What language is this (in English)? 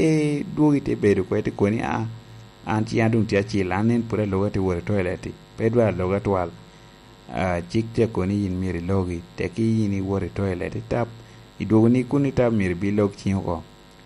Lango (Uganda)